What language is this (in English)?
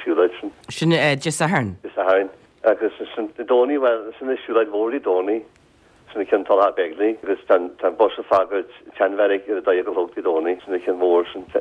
Irish